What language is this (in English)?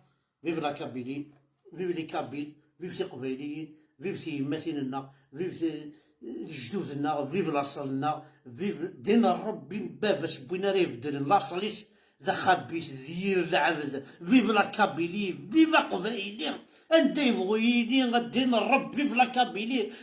Kabyle